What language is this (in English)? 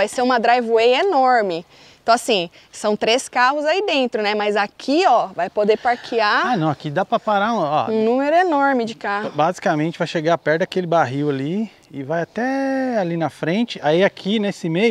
Portuguese